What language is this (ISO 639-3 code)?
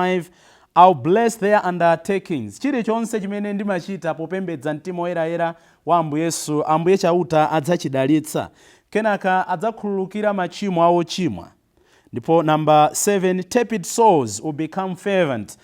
nya